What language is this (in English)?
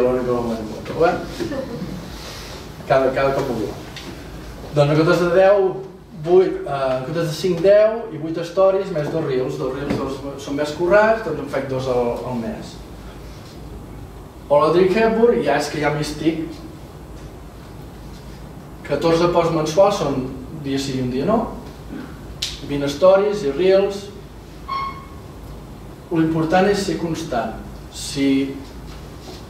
Catalan